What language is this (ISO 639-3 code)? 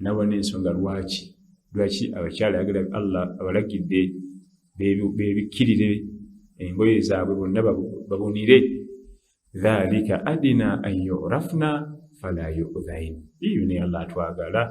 lug